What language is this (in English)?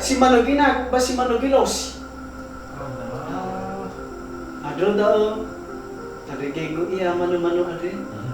Nias